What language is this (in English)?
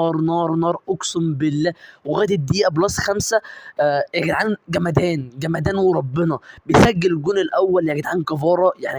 Egyptian Arabic